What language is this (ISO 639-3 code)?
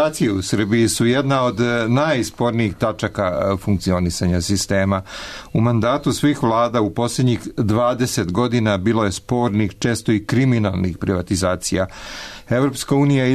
srp